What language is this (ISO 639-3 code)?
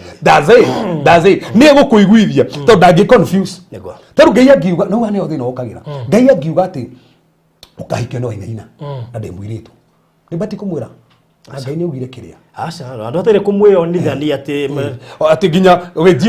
kik